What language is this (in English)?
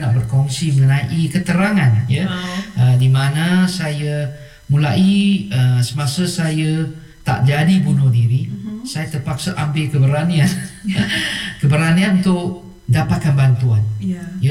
Malay